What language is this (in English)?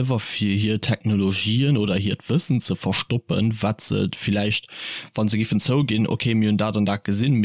Luxembourgish